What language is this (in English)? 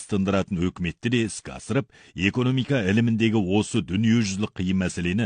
Kazakh